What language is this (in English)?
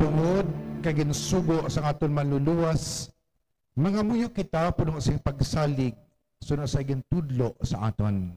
Hiligaynon